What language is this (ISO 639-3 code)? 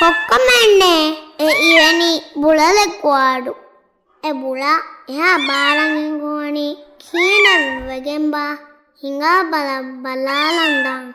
div